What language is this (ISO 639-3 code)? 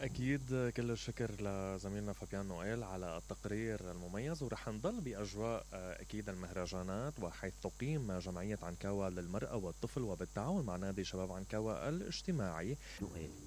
acm